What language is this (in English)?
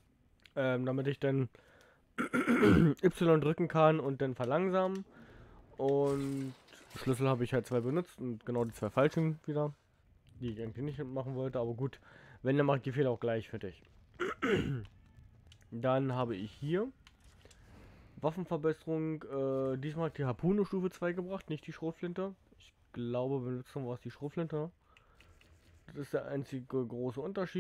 German